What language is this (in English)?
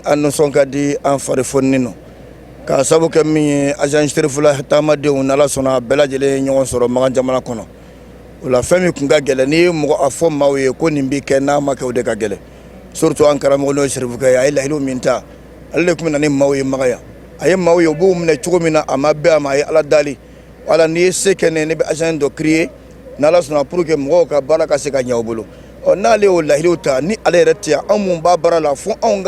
Bambara